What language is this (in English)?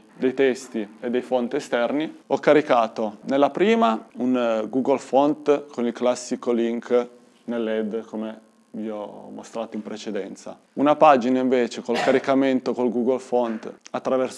Italian